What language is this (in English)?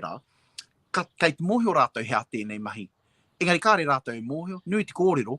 Māori